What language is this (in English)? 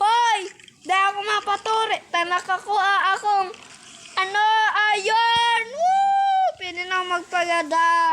Bikol